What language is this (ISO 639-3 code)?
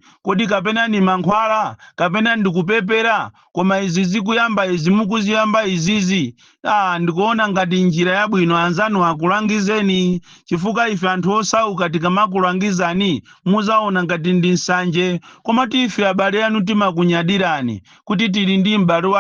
nya